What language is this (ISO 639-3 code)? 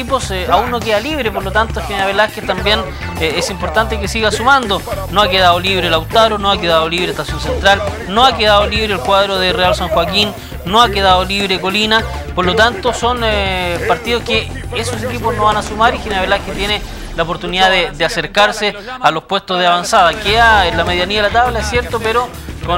spa